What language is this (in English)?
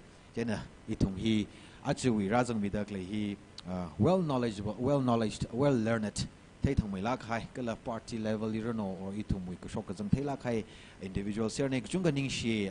Tangkhul Naga (India)